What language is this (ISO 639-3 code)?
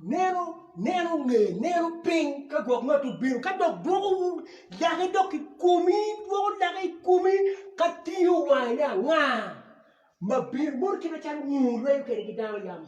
ach